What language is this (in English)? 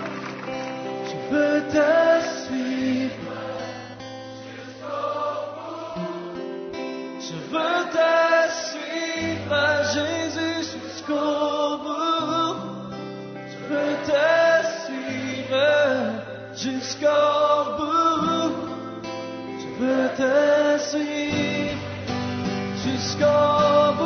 French